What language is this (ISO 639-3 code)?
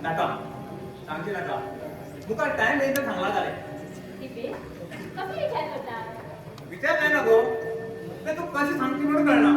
kok